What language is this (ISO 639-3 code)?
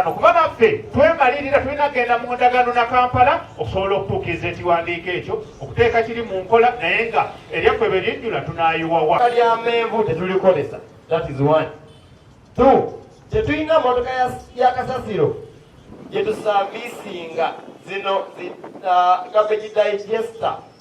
lug